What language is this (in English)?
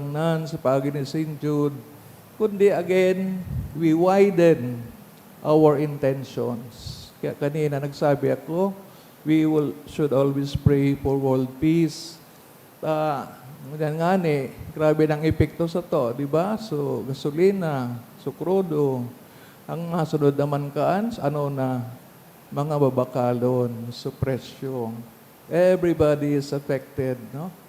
Bikol